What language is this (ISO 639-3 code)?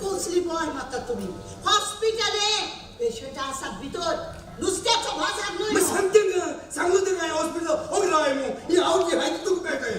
kok